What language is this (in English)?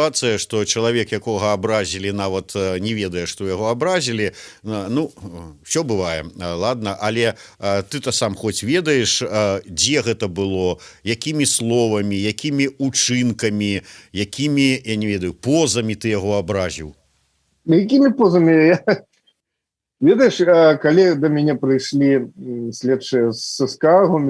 Belarusian